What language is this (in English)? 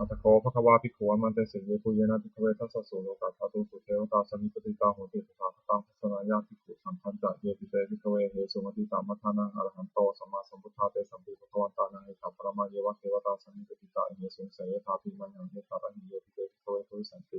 Pali